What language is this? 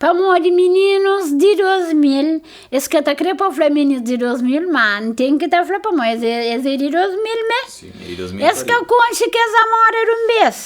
Kabuverdianu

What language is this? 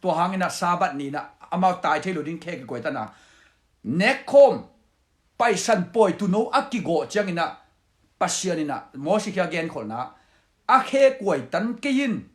Tedim Chin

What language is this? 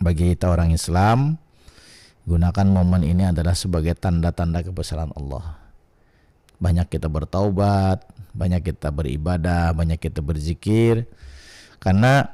Banjar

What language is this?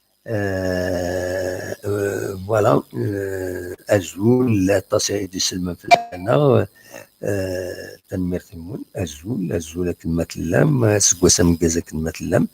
Kabyle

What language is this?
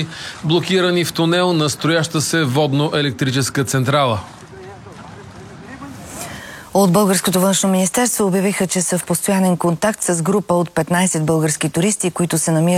Bulgarian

